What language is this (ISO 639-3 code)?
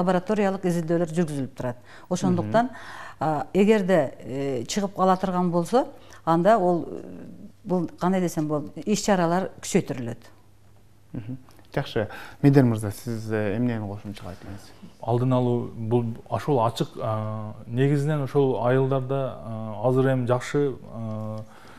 kir